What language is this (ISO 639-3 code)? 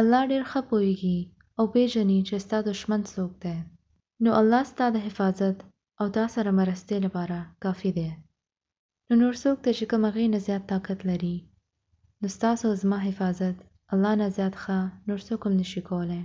pus